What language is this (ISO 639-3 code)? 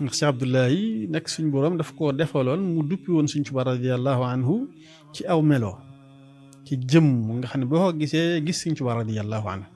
wol